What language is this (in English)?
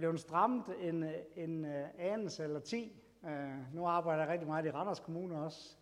Danish